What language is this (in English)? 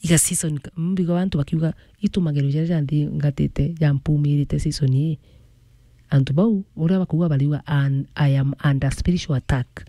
Meru